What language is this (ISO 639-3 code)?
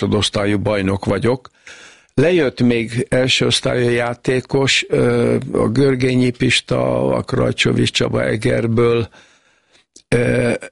hun